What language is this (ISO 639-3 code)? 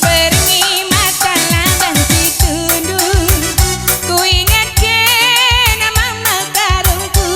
btx